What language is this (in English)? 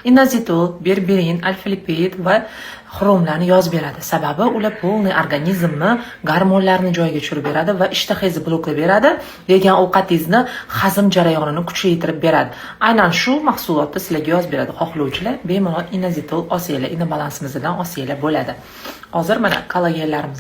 Uzbek